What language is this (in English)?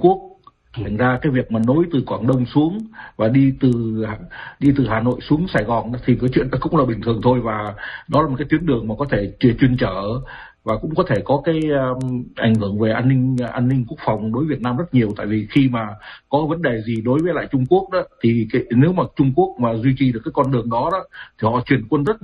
Vietnamese